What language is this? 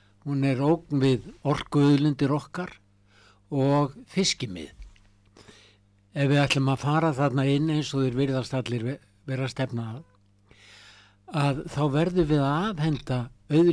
Icelandic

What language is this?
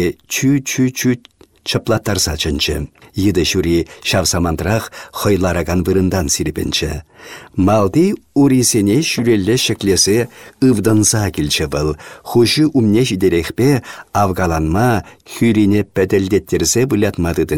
Chuvash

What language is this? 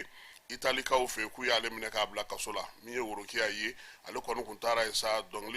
Bambara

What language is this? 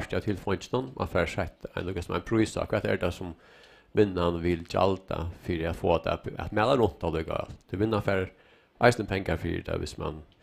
Faroese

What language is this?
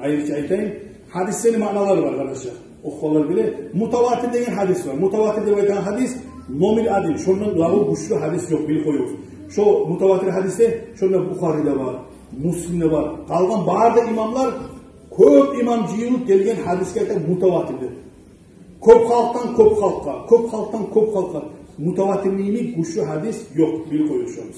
Kumyk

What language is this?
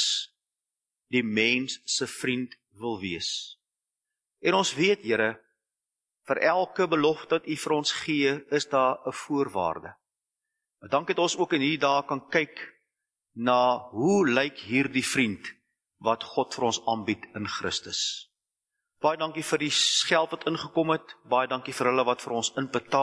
Afrikaans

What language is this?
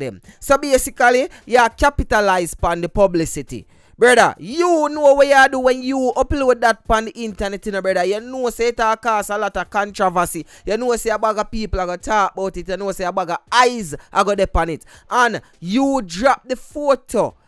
Jamaican Creole English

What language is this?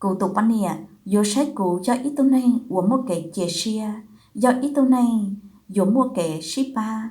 Hmong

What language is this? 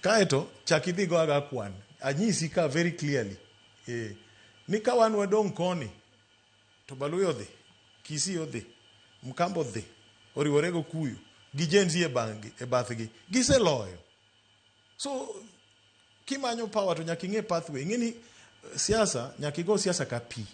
Luo (Kenya and Tanzania)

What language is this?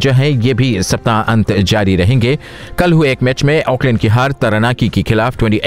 Hindi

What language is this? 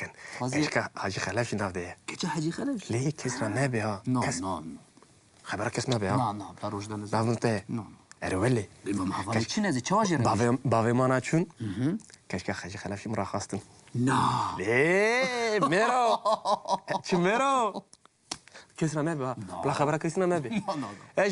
Kurdish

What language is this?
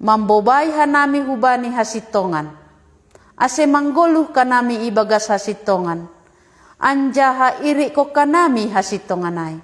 Batak Simalungun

